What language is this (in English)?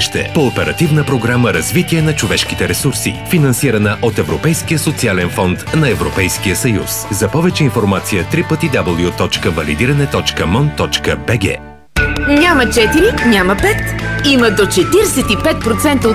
Bulgarian